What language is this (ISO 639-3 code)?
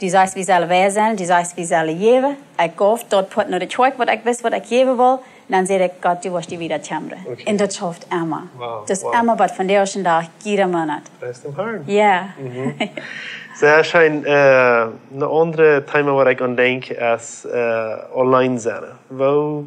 pdt